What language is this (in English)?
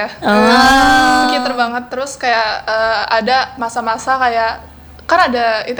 Indonesian